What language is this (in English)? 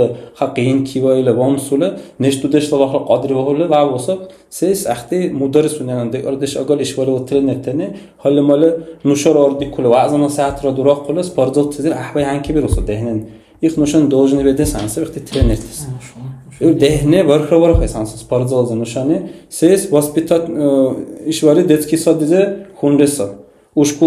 Dargwa